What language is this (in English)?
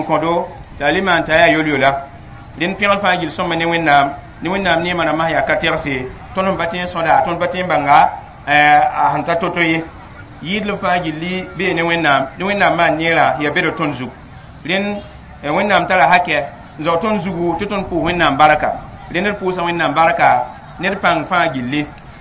Mossi